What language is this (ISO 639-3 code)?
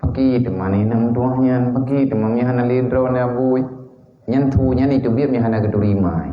ace